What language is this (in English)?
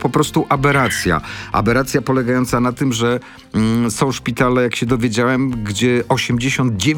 Polish